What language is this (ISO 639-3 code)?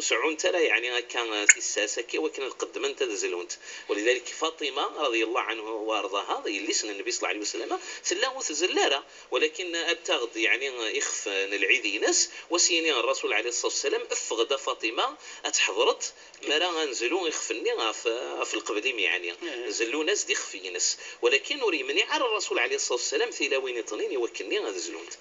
ary